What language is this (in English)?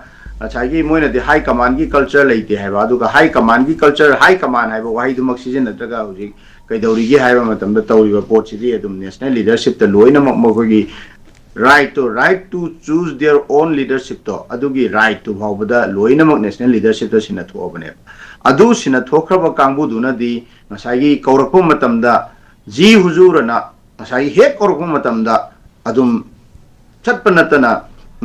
Manipuri